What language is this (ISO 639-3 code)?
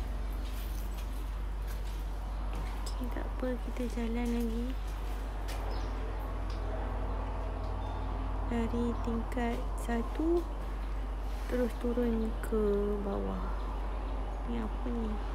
msa